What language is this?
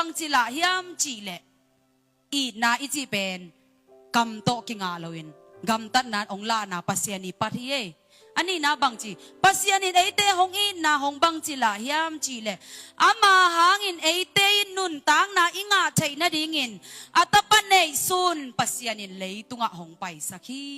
Tedim Chin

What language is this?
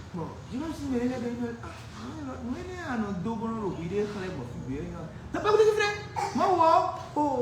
Fon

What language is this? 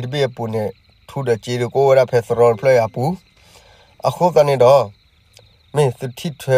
S'gaw Karen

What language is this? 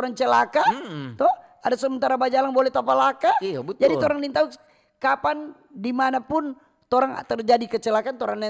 Manado Malay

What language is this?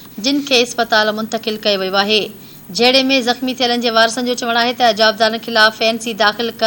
Sindhi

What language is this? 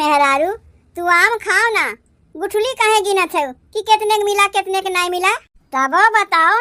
Awadhi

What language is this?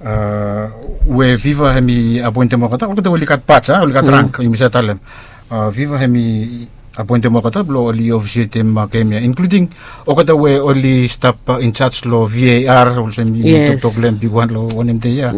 Bislama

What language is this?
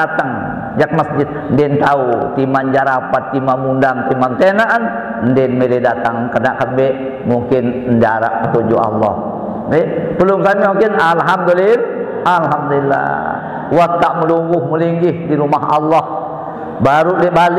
Sasak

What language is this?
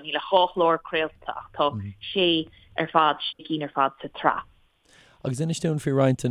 Irish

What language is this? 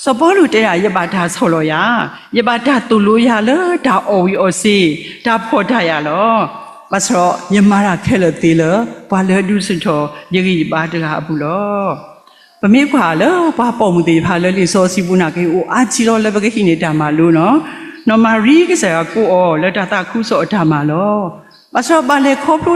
S'gaw Karen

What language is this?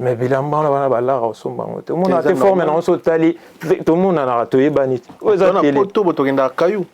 Lingala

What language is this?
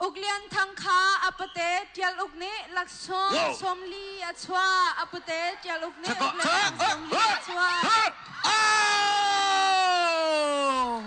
Hakha Chin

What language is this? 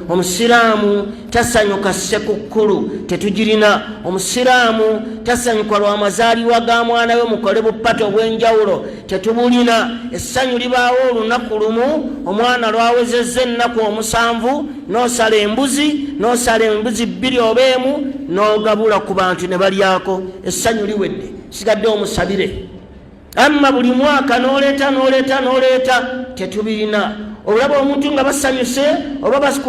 Ganda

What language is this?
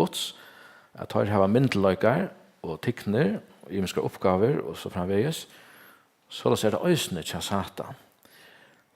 Faroese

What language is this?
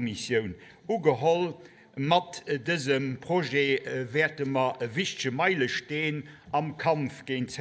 Luxembourgish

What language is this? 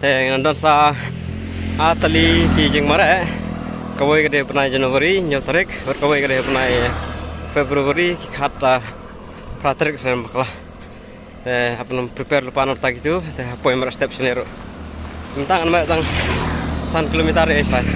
Khasi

